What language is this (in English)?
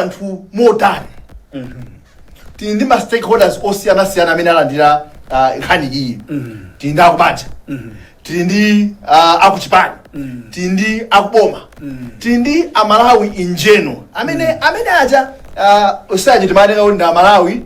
Nyanja